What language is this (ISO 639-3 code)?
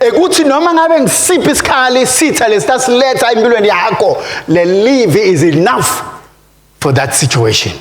ssw